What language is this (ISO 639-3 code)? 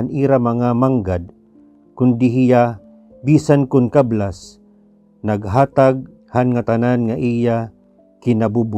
war